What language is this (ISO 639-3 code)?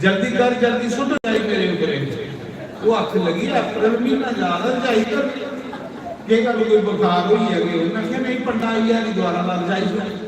doi